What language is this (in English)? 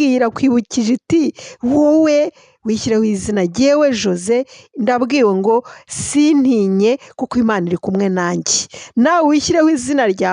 Kinyarwanda